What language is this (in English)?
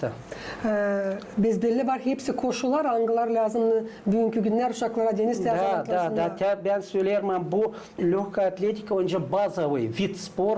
Gagauz